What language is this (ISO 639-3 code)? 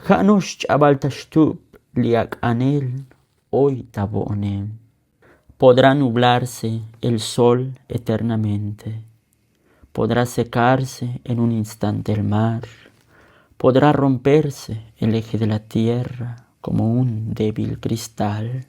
tzo